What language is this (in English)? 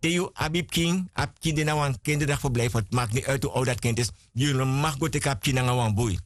Sranan Tongo